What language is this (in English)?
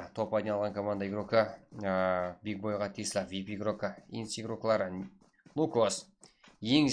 Kara-Kalpak